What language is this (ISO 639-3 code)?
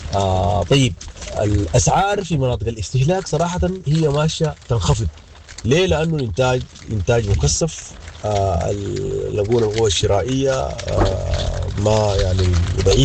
apd